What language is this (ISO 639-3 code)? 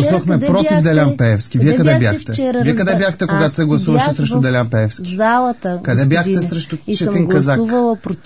bul